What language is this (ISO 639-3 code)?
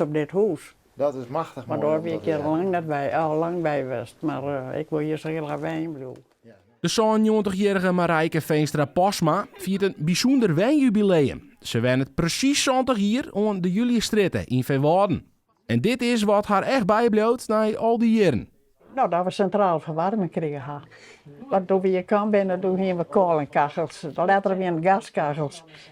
fry